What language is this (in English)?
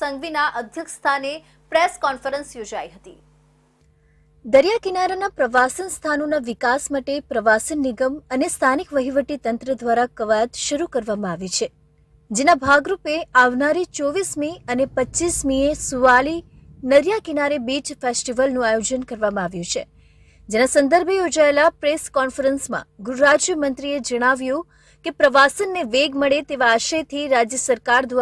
Gujarati